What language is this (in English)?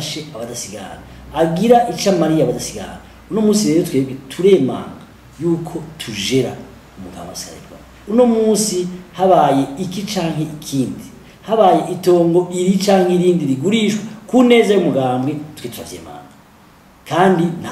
Rundi